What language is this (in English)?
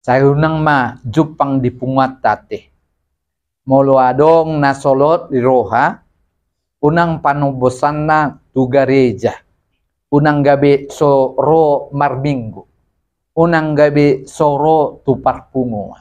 Batak Toba